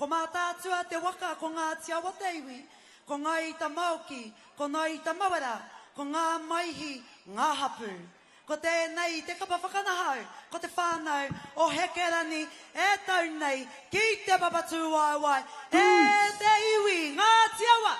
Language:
Māori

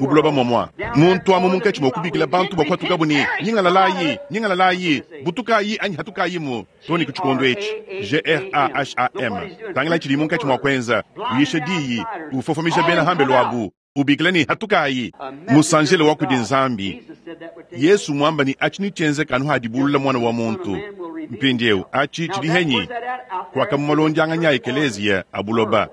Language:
Luba-Lulua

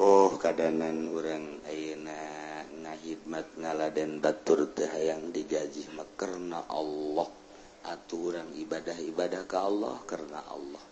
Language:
Sundanese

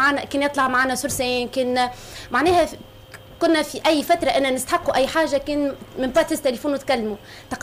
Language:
Tunisian Arabic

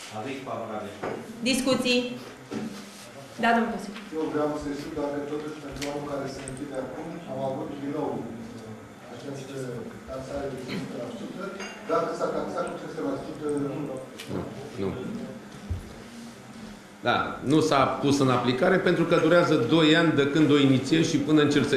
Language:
Romanian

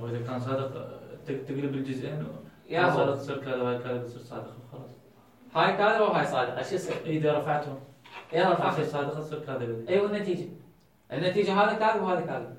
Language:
Mesopotamian Arabic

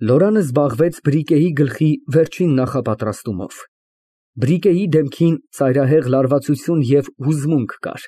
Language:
Armenian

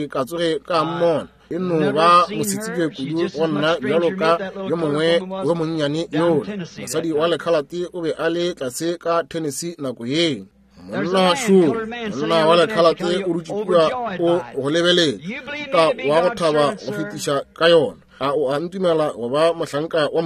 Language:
Northern Sotho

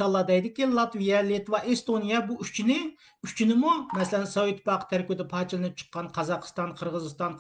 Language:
Uyghur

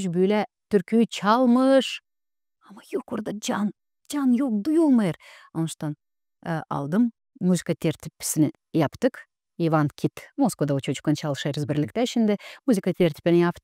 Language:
Gagauz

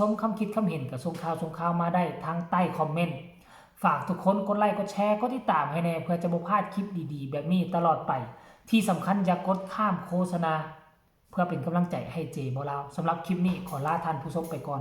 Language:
Lao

